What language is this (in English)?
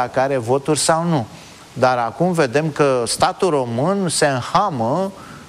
Romanian